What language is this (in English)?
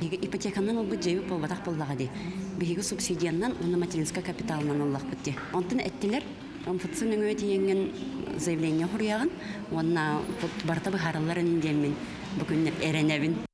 Yakut